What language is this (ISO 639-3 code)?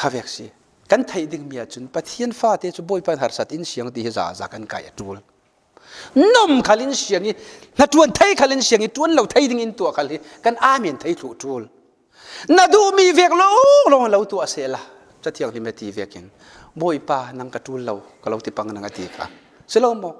cfm